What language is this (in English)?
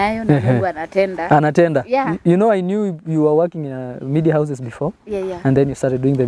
Masai